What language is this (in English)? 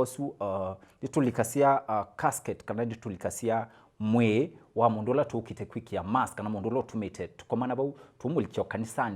Kamba